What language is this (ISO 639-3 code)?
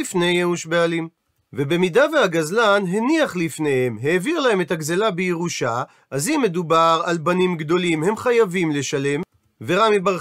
heb